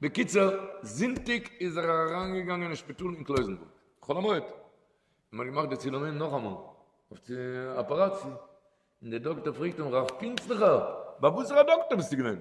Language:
Yiddish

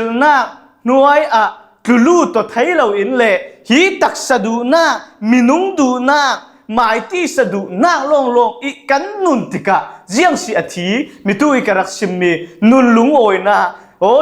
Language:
Falam Chin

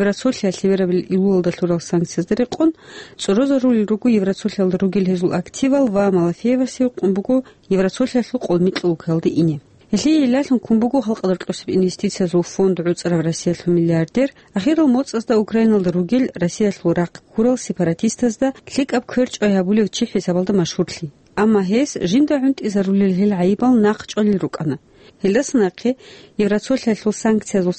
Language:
Avaric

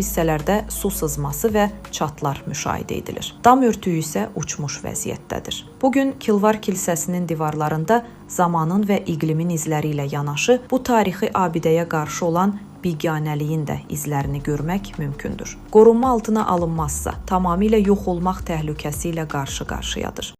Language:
Azerbaijani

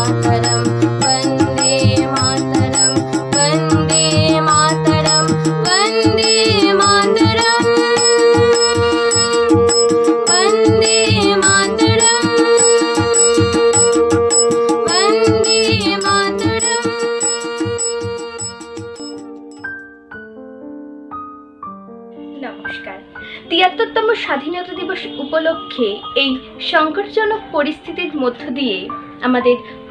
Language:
Bangla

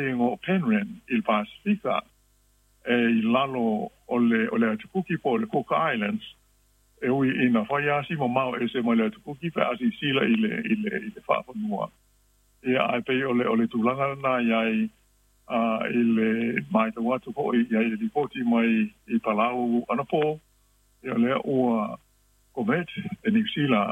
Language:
Samoan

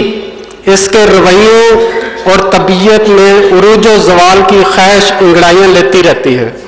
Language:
Urdu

